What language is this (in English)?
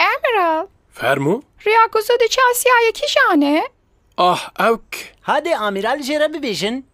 Kurdish